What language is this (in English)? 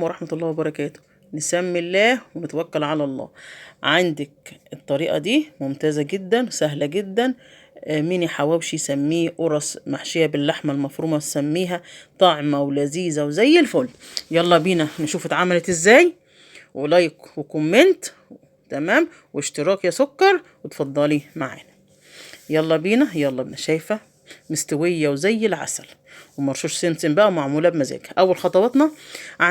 Egyptian Arabic